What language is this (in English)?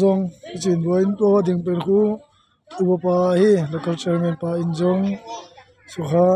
Tedim Chin